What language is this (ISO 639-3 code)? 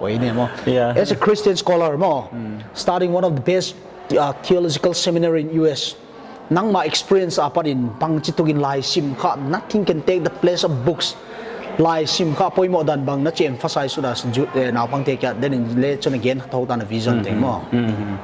pck